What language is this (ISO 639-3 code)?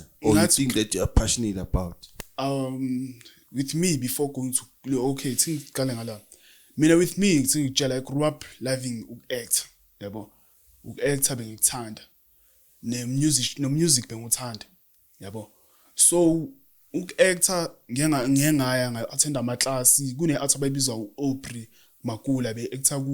zul